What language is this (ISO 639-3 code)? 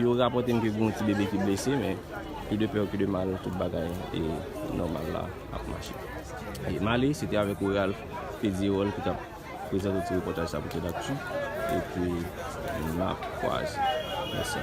hat